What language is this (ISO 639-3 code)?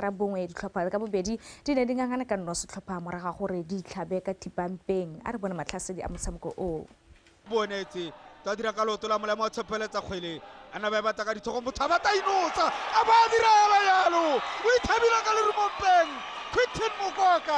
tsn